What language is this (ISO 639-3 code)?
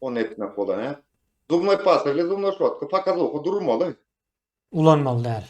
tuk